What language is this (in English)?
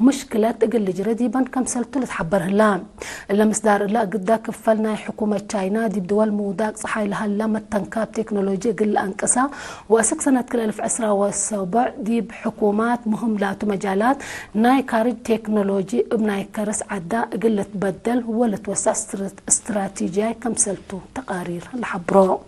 Tigre